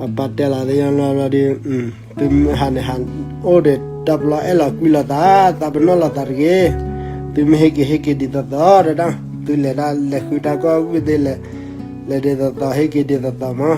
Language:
S'gaw Karen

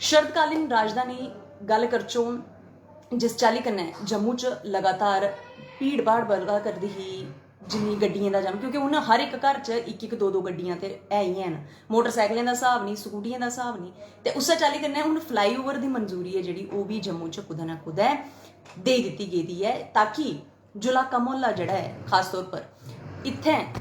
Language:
Dogri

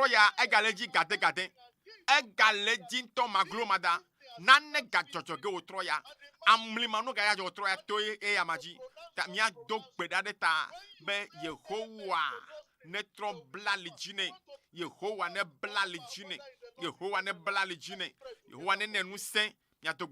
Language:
Ewe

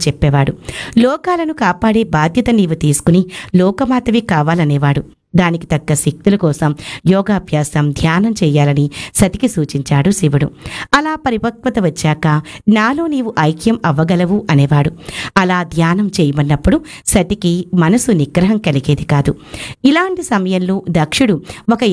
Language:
Telugu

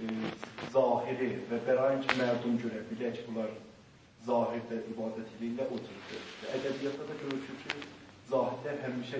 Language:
South Azerbaijani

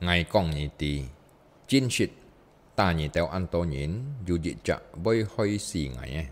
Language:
Hakka Chinese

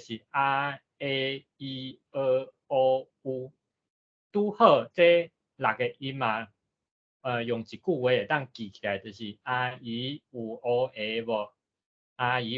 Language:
Min Nan Chinese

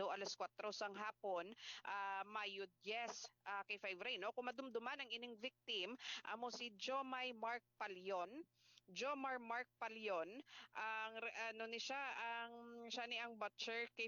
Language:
Hiligaynon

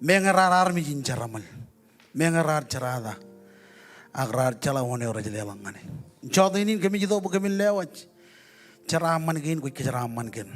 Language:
Marshallese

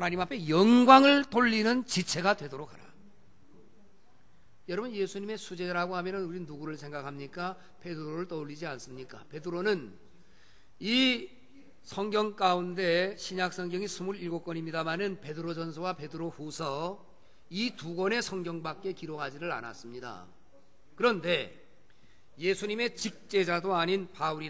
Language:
Korean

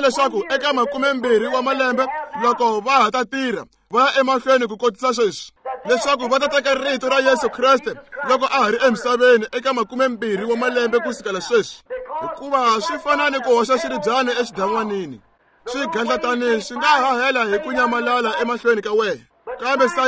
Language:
Tsonga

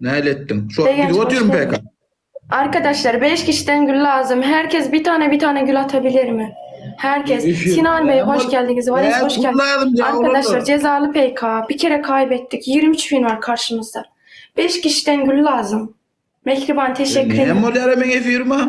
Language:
Turkmen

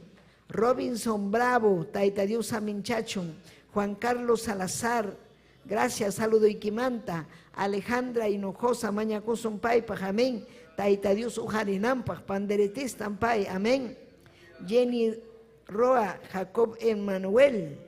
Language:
Ayacucho Quechua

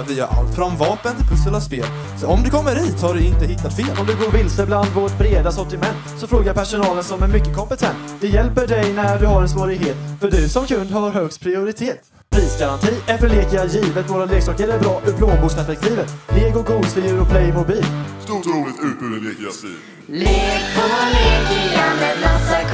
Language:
Swedish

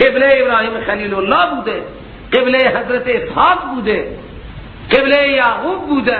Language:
Persian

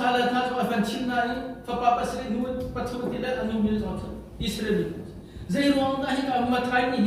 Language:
Hakha Chin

